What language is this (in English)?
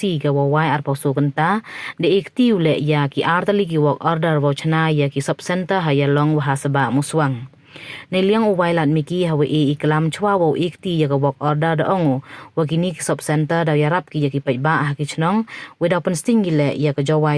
Pnar